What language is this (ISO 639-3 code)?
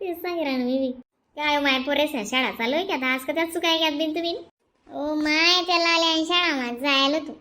khn